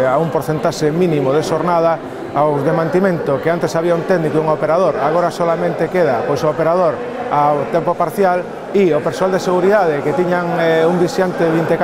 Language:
Galician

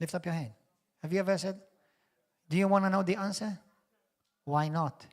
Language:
English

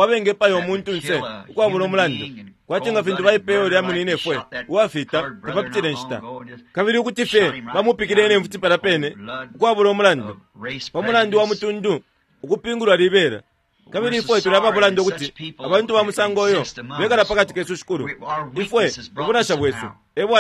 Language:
Bemba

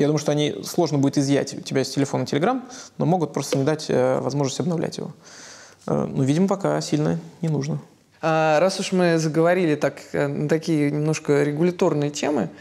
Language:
Russian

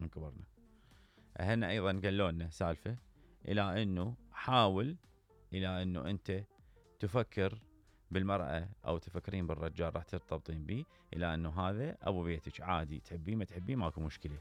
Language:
Mesopotamian Arabic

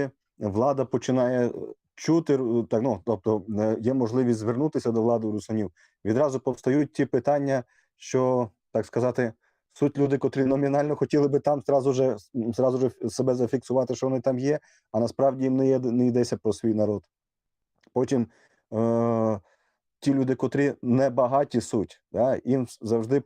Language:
Rusyn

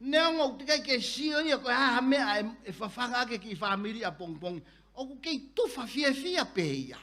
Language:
Tongan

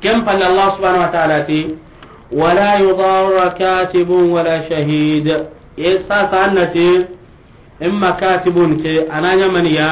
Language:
Soninke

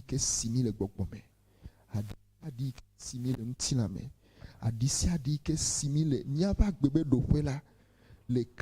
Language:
Ewe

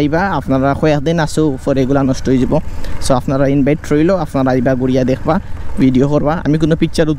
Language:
Sylheti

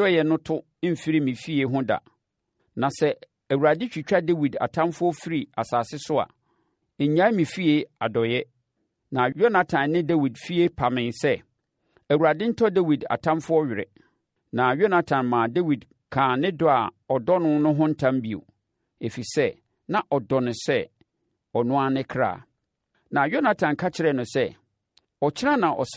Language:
Akan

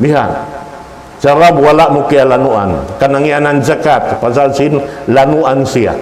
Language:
Tausug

